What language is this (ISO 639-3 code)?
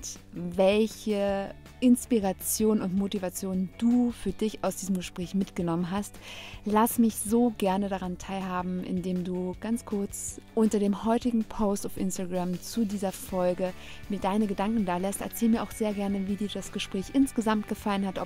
deu